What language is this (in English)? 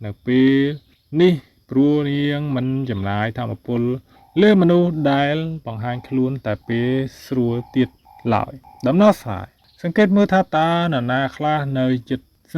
Khmer